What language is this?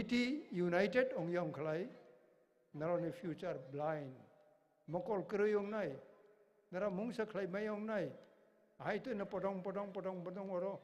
Kok Borok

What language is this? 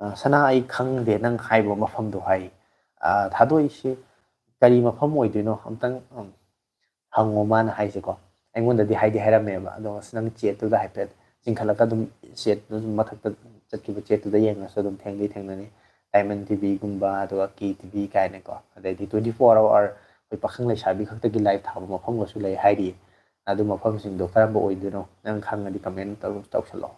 Manipuri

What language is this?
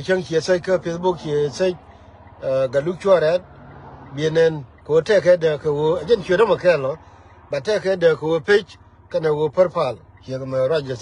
Nuer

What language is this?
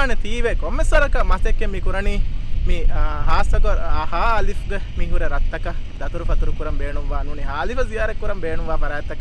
Divehi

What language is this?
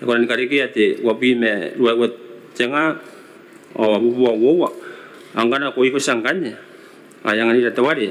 Gilbertese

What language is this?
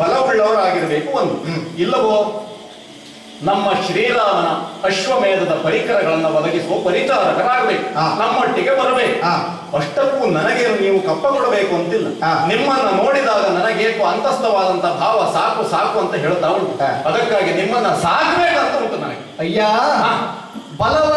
Kannada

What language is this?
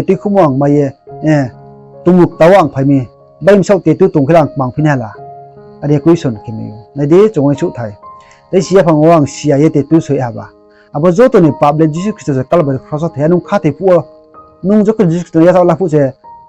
Riang (India)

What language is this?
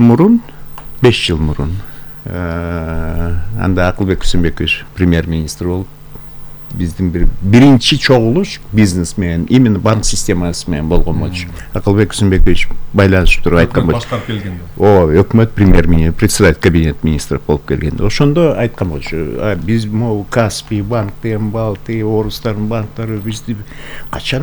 Kyrgyz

